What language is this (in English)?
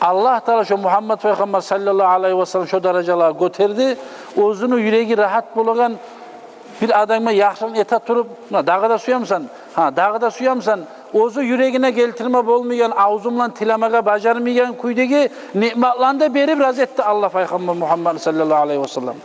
Kumyk